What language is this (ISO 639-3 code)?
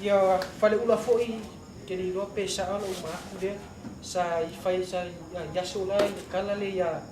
smo